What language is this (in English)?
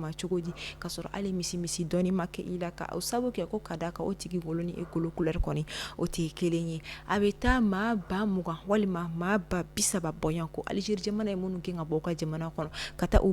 Bambara